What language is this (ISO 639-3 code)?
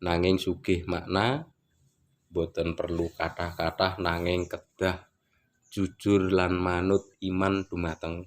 jav